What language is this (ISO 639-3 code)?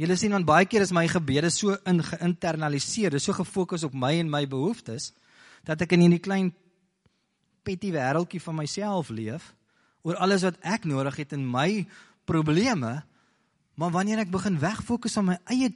afr